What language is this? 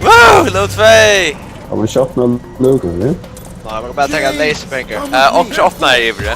Faroese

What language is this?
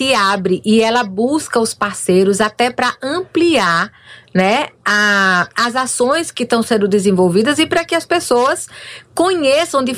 Portuguese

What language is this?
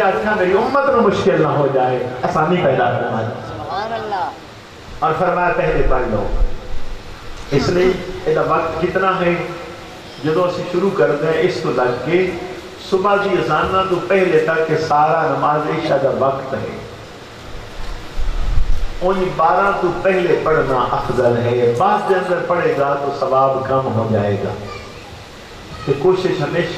Urdu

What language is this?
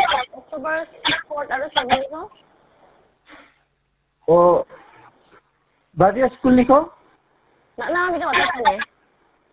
Khasi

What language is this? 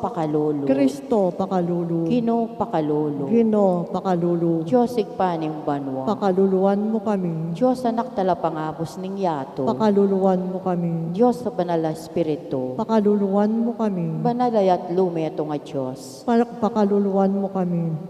Pampanga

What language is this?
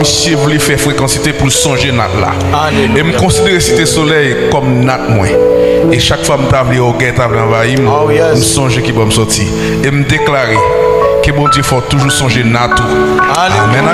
Haitian Creole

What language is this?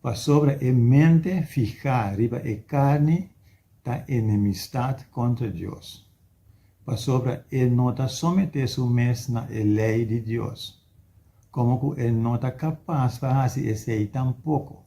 Papiamento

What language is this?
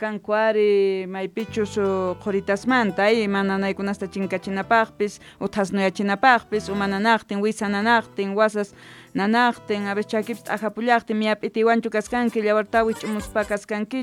Quechua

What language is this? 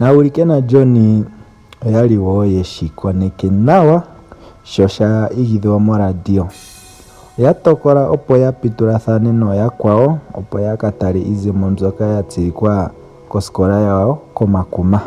Ndonga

